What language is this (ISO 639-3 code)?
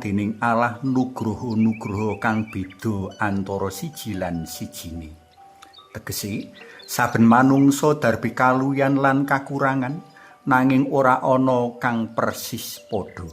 jav